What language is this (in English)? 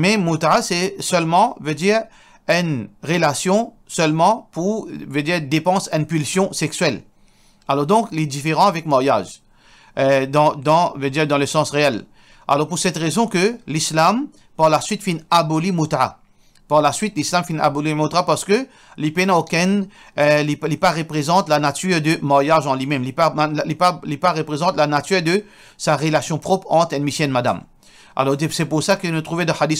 Morisyen